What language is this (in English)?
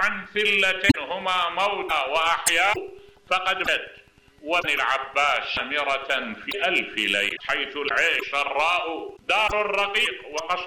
Mesopotamian Arabic